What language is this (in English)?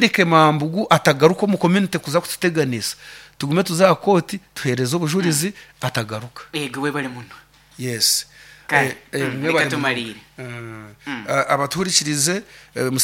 Nyoro